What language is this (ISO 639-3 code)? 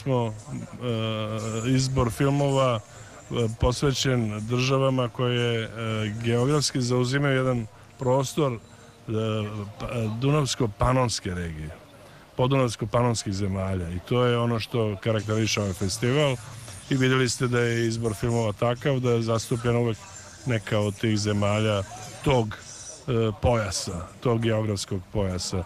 srp